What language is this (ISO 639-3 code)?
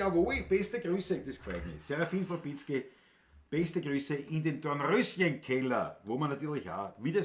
bar